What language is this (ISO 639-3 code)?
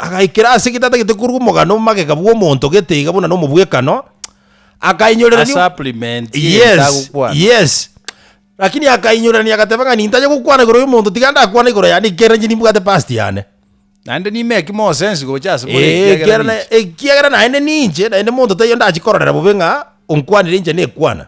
guz